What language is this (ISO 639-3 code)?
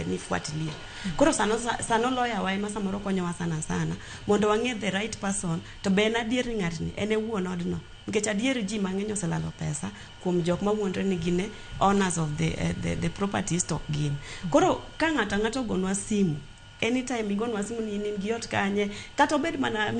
luo